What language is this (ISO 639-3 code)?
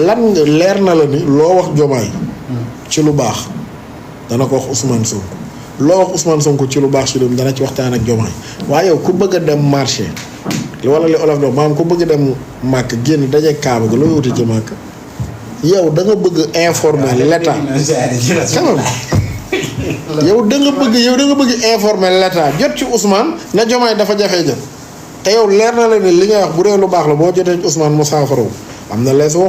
wol